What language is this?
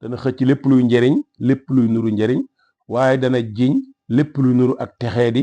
Wolof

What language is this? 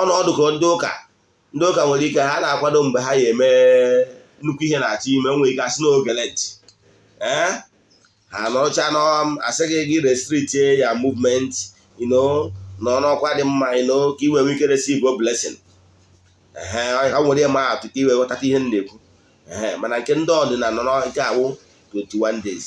Igbo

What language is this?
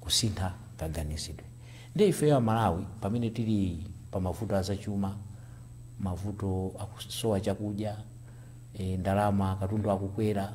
Nyanja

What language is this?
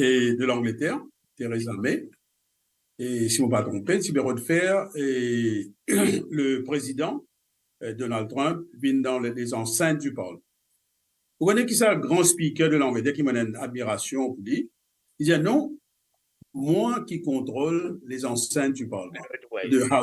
Morisyen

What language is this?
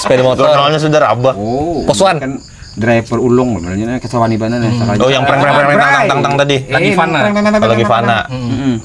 Banjar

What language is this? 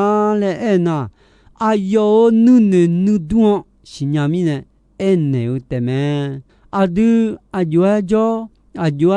Akha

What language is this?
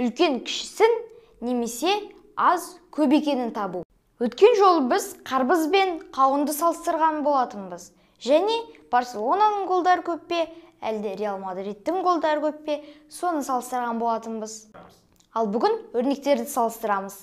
Kazakh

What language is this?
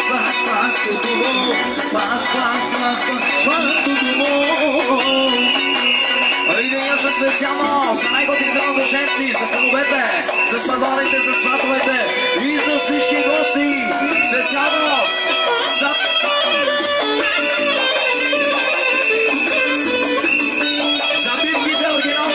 Bulgarian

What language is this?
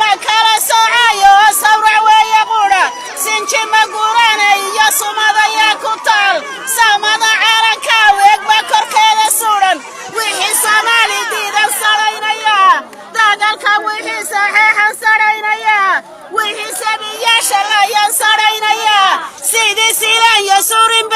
Somali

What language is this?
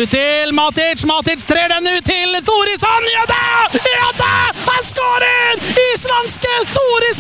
Norwegian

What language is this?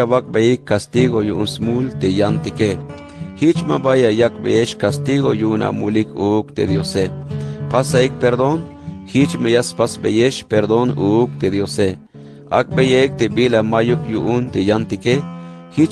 Tzeltal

